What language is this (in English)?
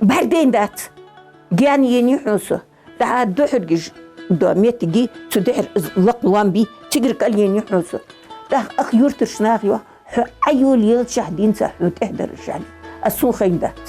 Ingush